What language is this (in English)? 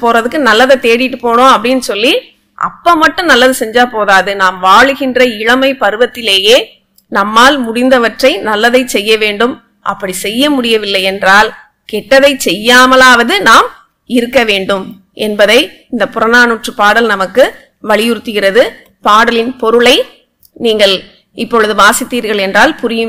Tamil